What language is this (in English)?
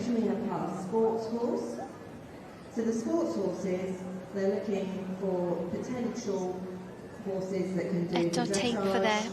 Welsh